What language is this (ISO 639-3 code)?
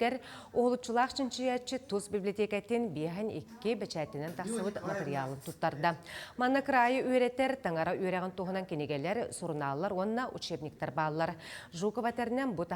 sah